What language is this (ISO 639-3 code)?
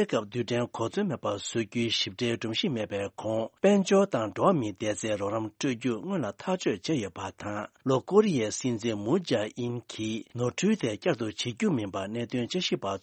bod